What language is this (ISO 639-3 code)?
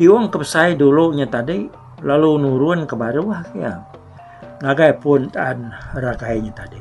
iba